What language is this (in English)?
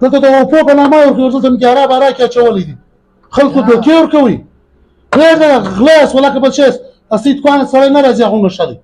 Pashto